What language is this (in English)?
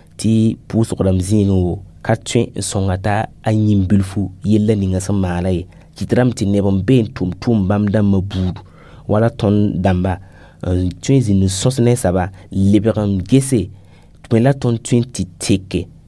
Mossi